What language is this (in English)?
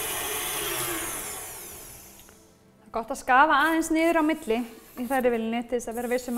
Icelandic